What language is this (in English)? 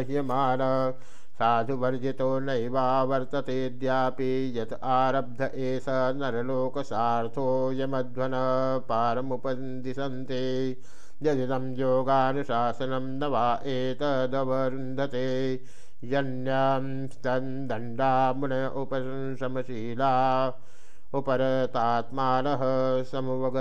Sanskrit